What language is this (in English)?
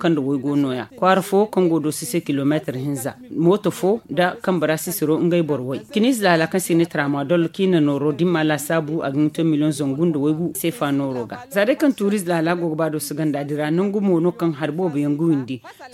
Zarma